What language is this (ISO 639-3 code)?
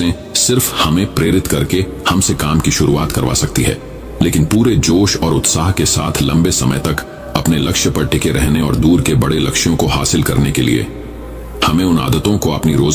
hin